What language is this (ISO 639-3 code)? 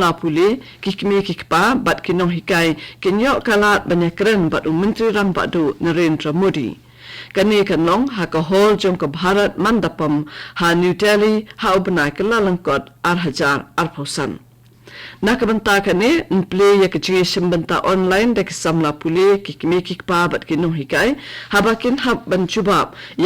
kha